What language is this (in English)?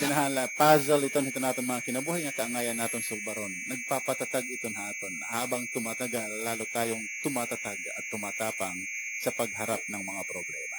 Waray